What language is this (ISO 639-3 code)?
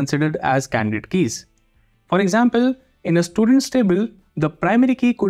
eng